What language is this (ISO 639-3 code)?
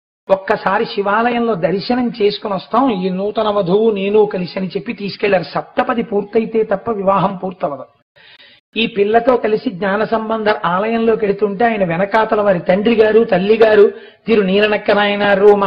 tel